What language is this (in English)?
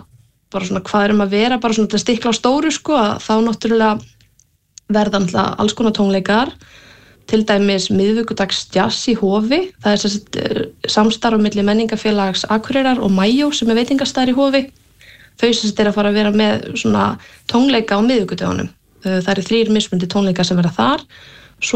Icelandic